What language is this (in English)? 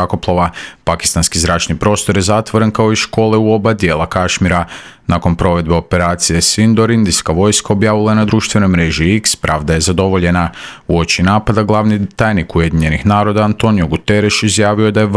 Croatian